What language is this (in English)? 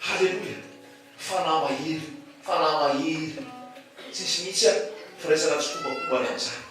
Malagasy